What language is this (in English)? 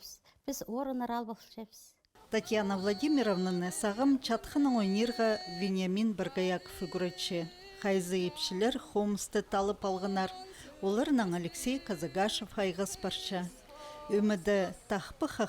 Khakas